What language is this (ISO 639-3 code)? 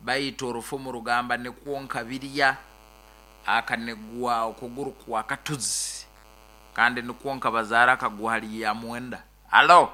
nyo